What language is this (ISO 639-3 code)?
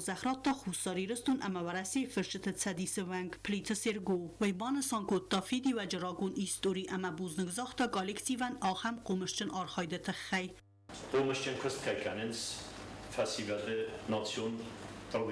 oss